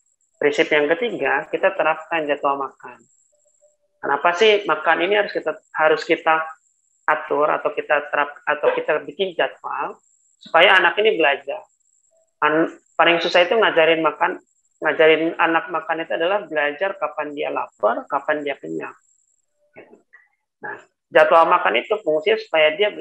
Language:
Indonesian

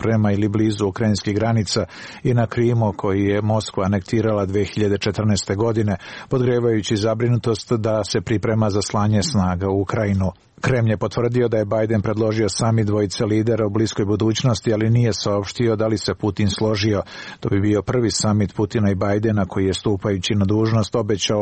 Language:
Serbian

